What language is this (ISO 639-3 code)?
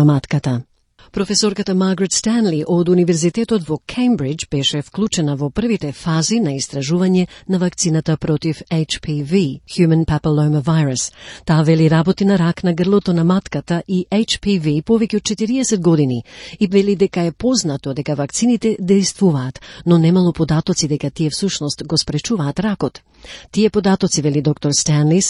mkd